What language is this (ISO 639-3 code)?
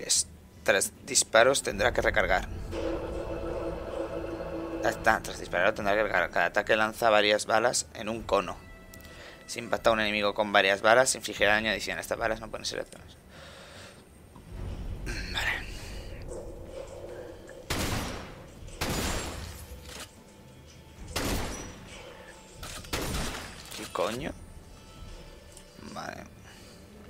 spa